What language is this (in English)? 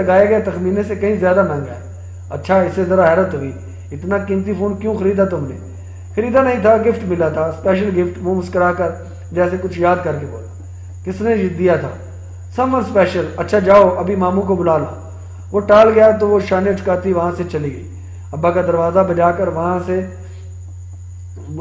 Urdu